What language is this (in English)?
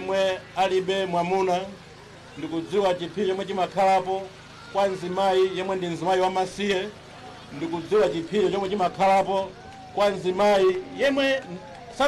Nyanja